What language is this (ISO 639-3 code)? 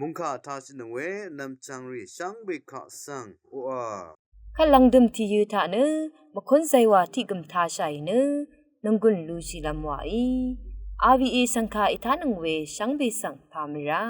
raw